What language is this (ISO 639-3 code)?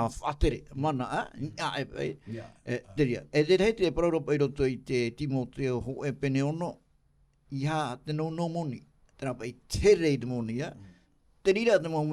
tah